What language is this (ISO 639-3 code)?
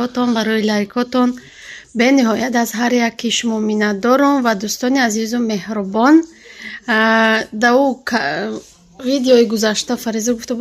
tgk